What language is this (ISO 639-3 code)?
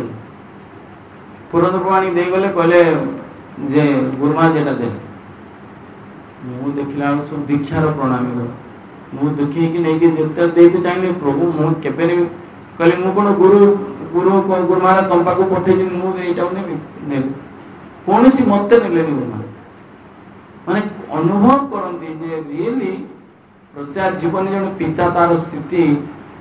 ori